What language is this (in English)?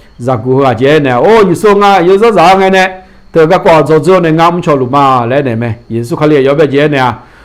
Akha